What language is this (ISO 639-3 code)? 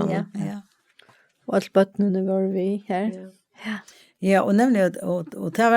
fao